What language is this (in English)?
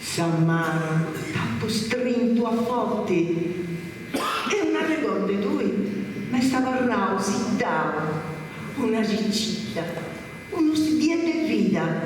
Sardinian